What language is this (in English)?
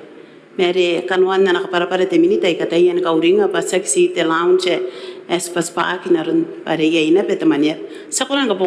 Gilbertese